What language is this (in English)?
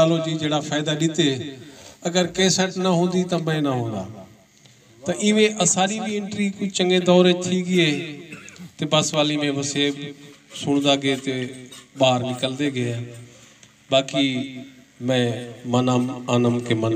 Saraiki